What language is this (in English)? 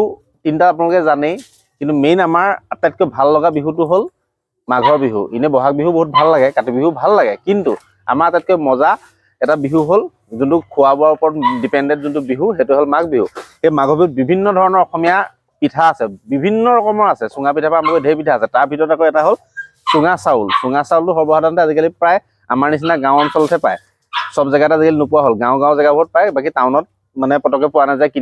Assamese